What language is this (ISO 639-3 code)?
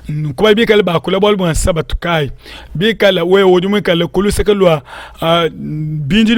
lua